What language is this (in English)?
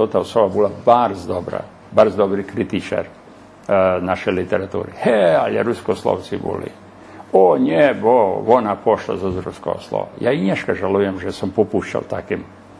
Rusyn